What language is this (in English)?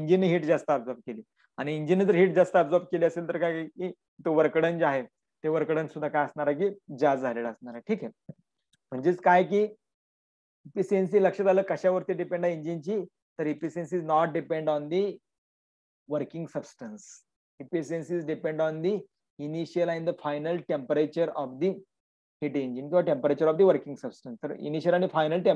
Marathi